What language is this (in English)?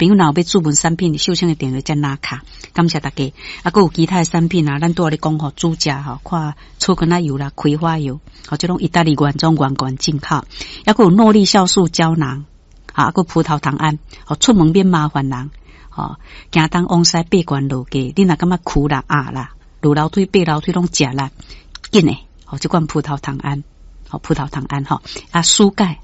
Min Nan Chinese